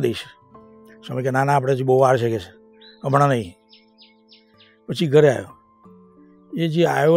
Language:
Gujarati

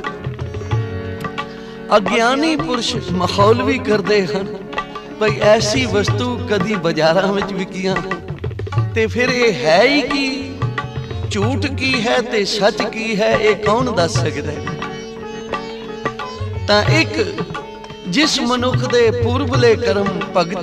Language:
Punjabi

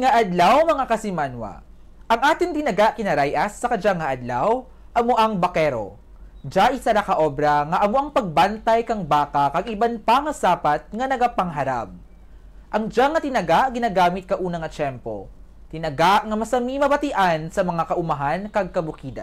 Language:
Kinaray-a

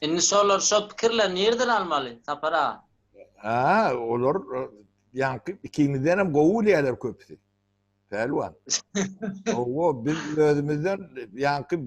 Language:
Turkmen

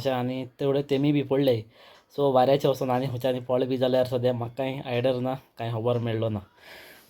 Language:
Konkani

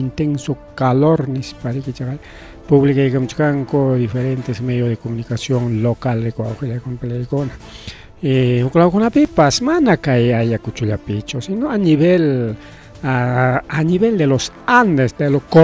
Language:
Ayacucho Quechua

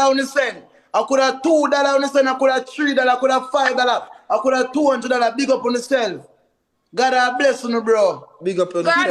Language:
Jamaican Creole English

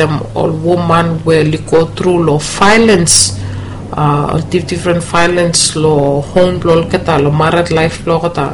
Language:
Bislama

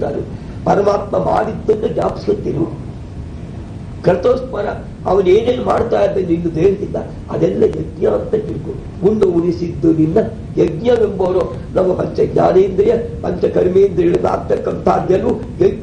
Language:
Kannada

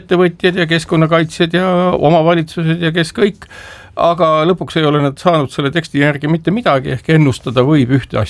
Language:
Estonian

